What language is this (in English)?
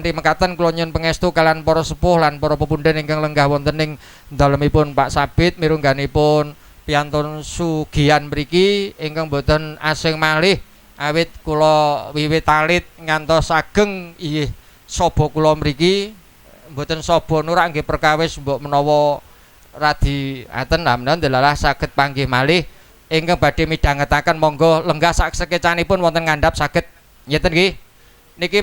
Javanese